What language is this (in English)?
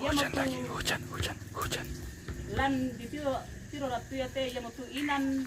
Toraja-Sa'dan